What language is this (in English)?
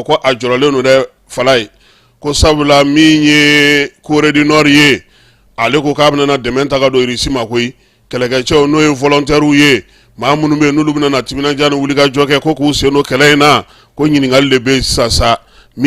Bambara